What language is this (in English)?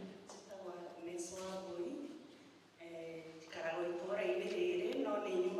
Kikuyu